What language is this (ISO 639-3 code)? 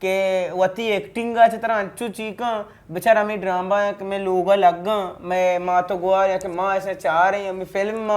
bgp